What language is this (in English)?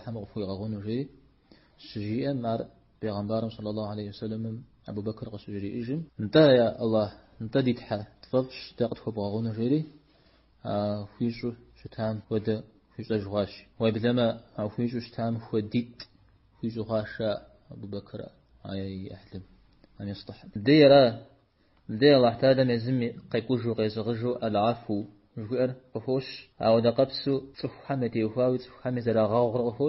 Kabardian